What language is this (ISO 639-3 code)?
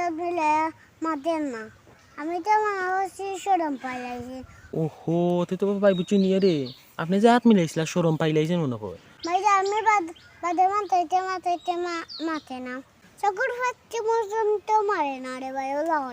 syl